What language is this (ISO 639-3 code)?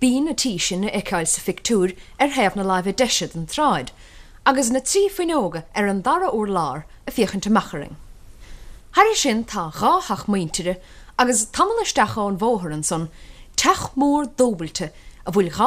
gle